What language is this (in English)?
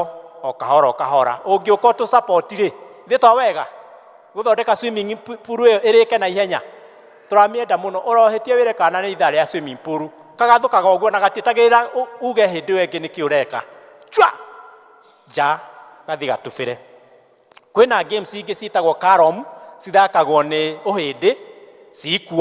Kikuyu